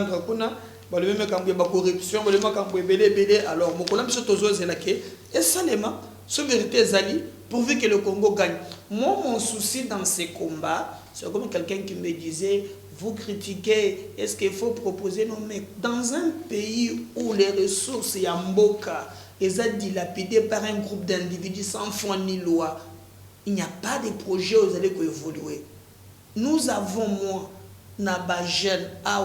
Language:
Lingala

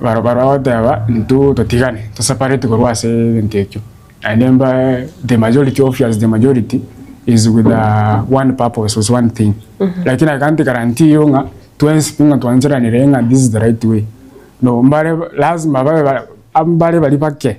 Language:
Gusii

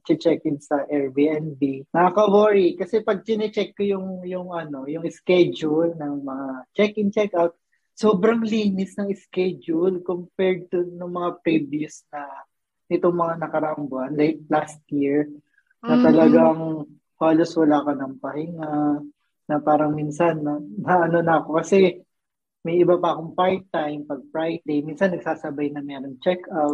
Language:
Filipino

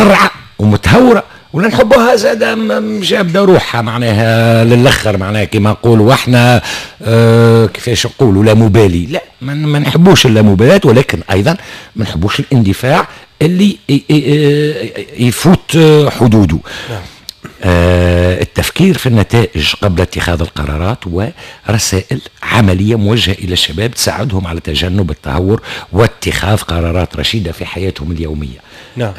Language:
Tunisian Arabic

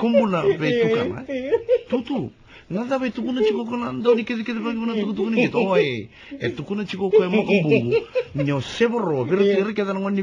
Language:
Fijian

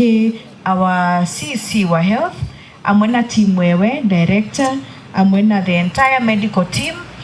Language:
Meru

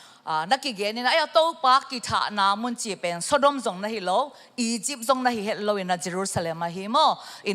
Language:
Tedim Chin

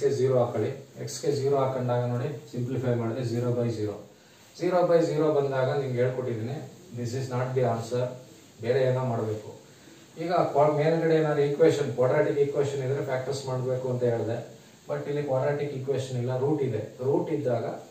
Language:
Kannada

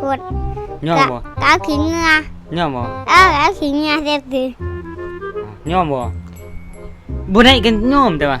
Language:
Lao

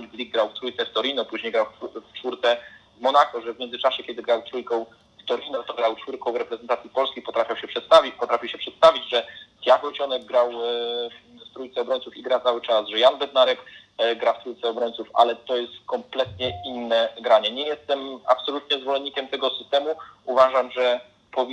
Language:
Polish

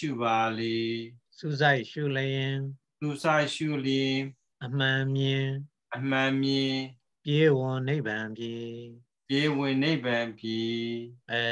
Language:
Burmese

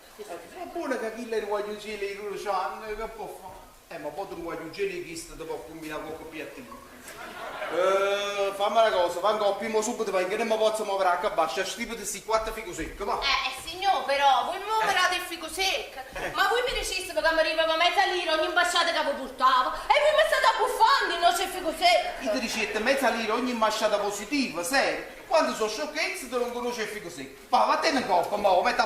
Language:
Neapolitan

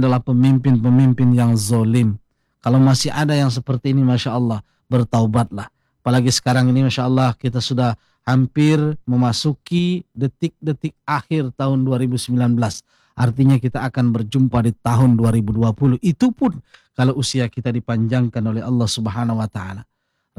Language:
Indonesian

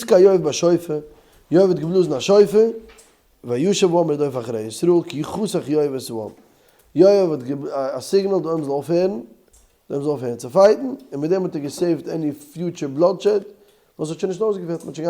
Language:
Yiddish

